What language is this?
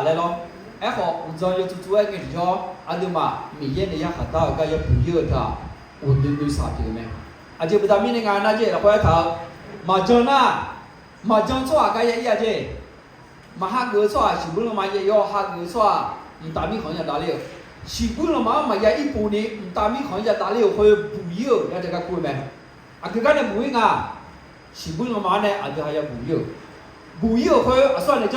Akha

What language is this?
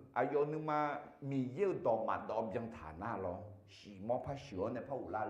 Akha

